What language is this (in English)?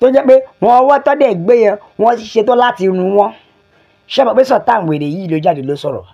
Yoruba